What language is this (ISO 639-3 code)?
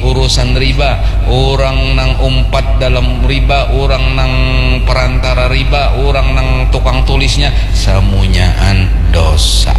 bjn